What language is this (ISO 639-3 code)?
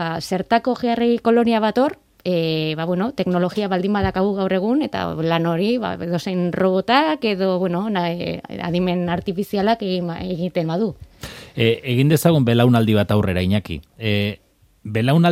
eus